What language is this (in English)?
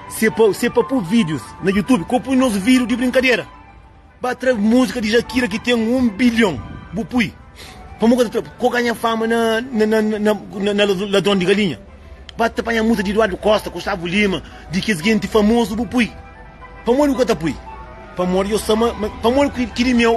Kabuverdianu